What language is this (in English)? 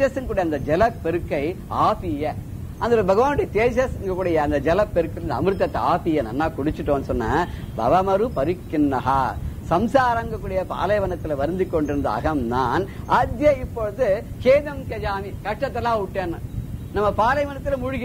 Tamil